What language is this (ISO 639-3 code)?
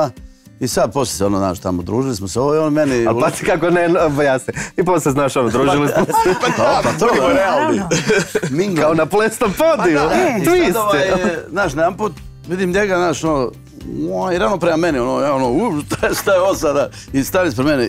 hrv